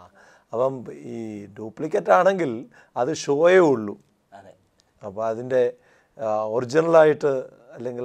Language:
Malayalam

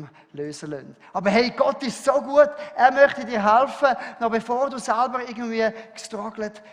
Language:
Swiss German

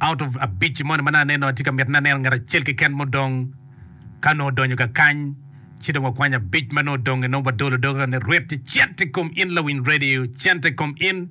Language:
Acoli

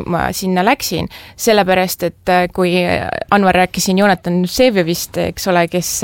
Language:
Estonian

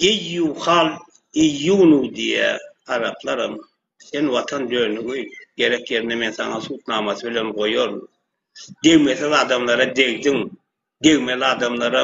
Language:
Turkmen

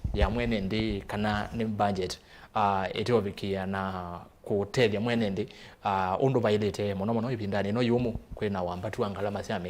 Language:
Kamba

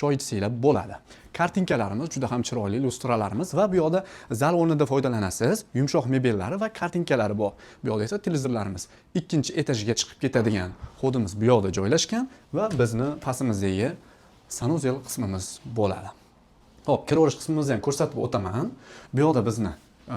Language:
Uzbek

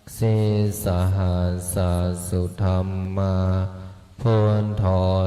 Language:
Pali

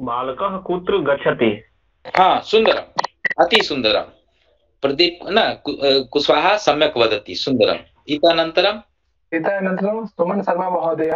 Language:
Sanskrit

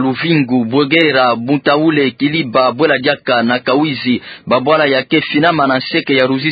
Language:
Kituba (Democratic Republic of Congo)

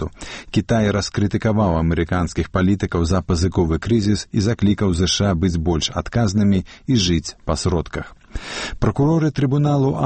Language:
Belarusian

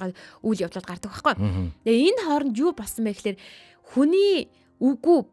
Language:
Mongolian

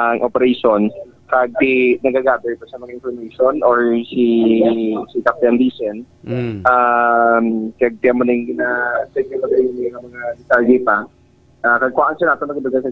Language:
Hiligaynon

